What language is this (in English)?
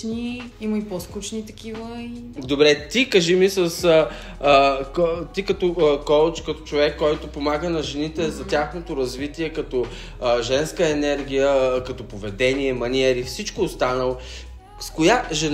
Bulgarian